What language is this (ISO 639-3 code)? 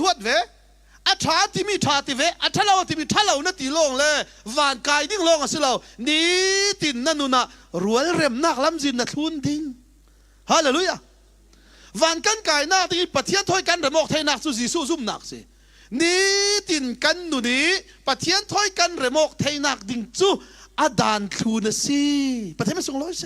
cfm